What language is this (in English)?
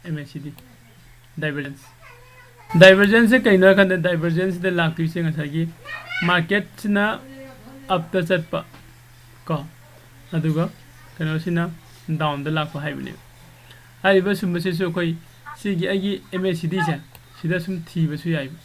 Manipuri